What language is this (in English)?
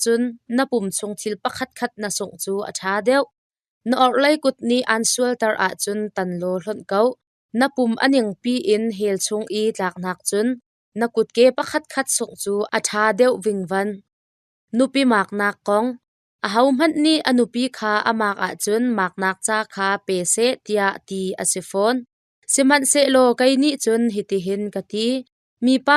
Hakha Chin